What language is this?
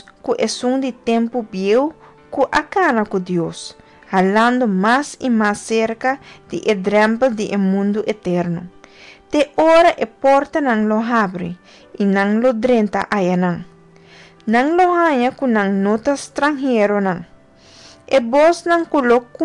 Papiamento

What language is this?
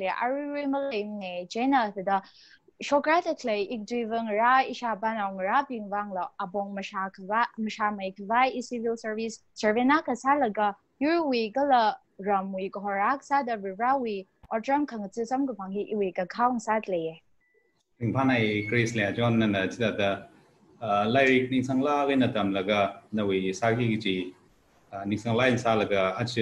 Tangkhul Naga (India)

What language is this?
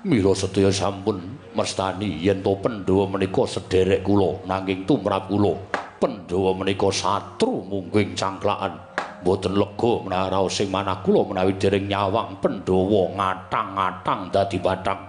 Javanese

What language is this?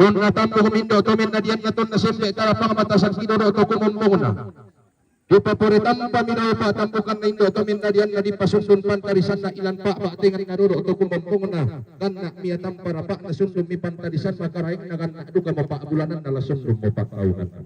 Toraja-Sa'dan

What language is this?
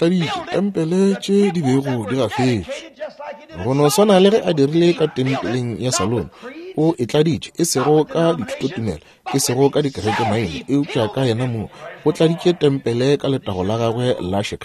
Northern Sotho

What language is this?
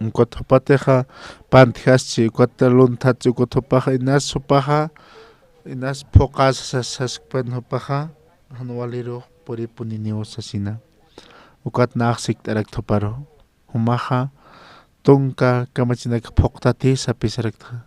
Aymara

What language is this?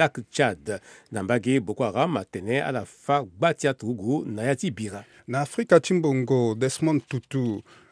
Sango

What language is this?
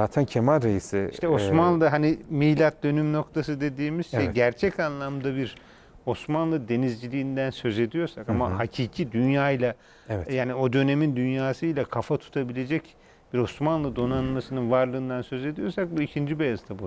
Turkish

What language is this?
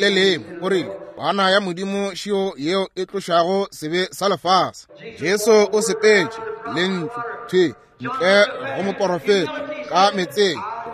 Northern Sotho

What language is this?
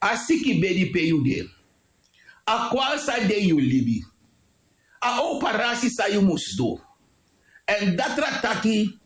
Sranan Tongo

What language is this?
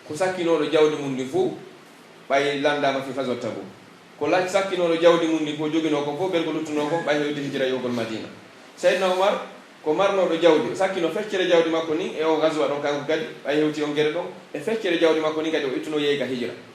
Pular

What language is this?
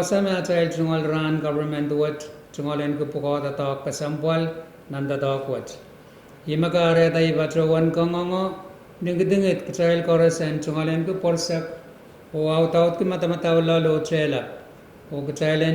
Pohnpeian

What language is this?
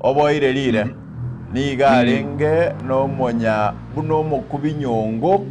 Gusii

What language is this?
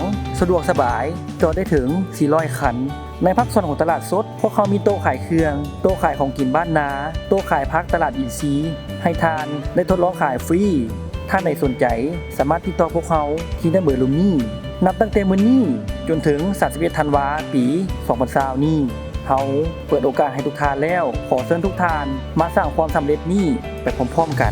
Lao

